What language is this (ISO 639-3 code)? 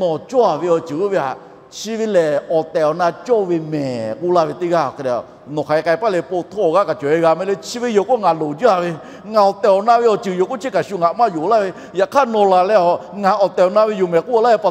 lhu